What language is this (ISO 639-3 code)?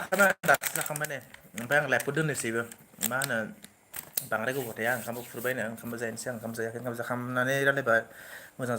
brx